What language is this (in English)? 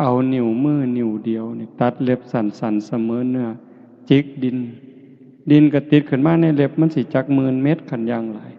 Northeastern Thai